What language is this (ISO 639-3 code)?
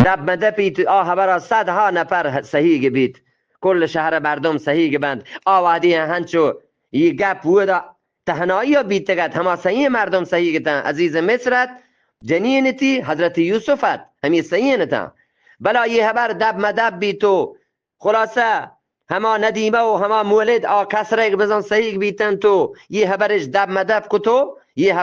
bgp